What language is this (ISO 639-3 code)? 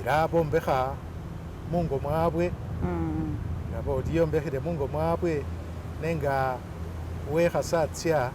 myx